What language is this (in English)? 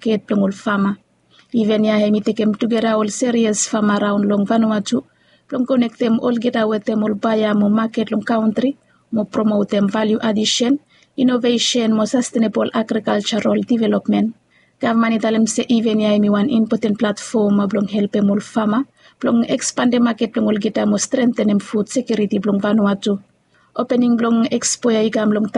Bislama